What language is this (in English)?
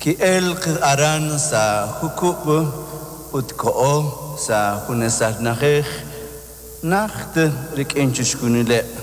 Kekchí